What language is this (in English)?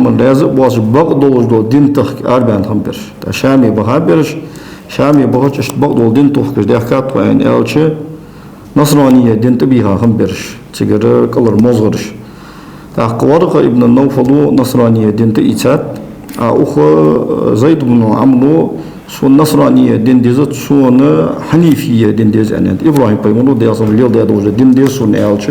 Ingush